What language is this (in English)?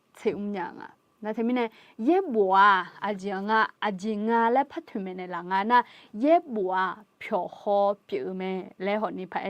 Akha